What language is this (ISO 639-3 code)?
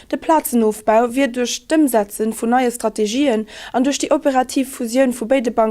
ltz